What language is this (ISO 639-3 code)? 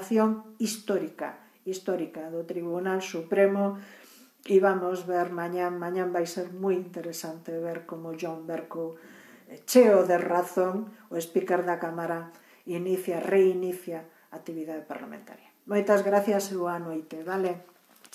glg